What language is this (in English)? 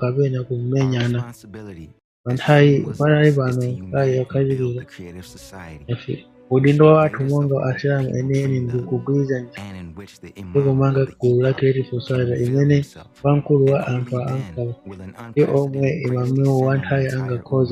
Nyanja